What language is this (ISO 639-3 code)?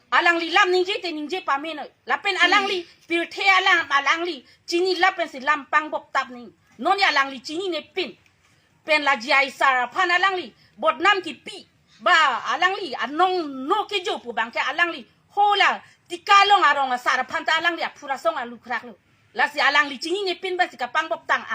mjw